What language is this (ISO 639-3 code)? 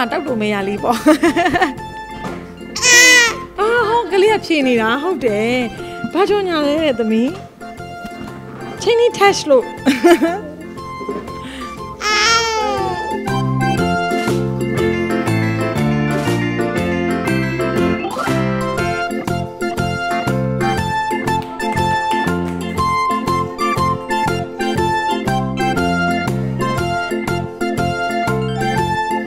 mya